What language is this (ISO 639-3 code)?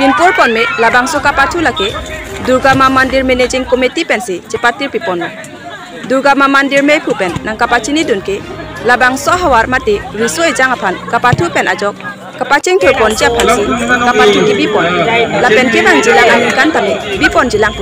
mjw